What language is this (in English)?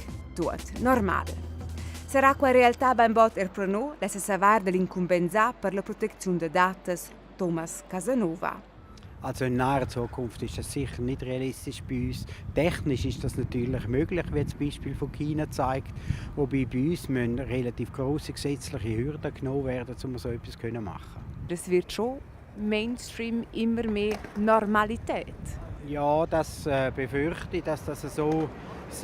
Romansh